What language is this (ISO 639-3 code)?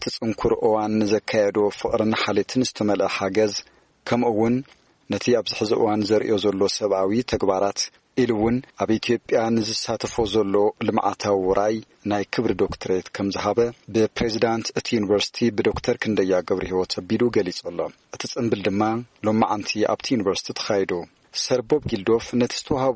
tir